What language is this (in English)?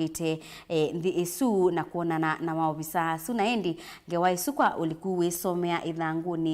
Kamba